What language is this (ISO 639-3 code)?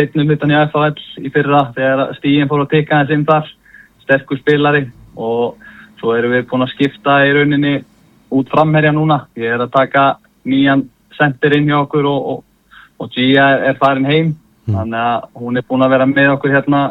isl